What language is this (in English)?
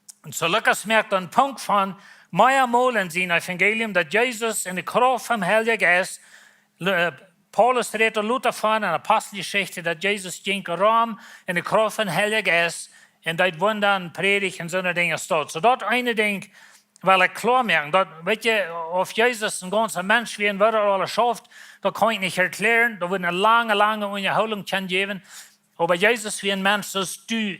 Plautdietsch